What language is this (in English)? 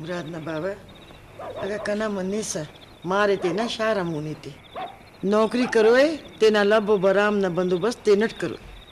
Brahui